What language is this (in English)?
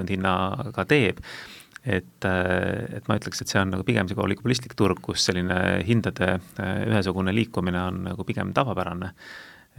Estonian